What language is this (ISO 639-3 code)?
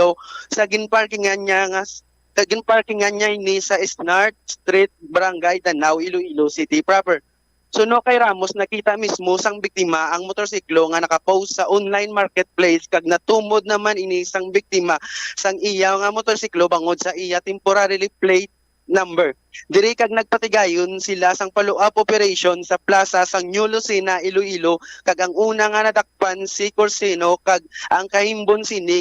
hil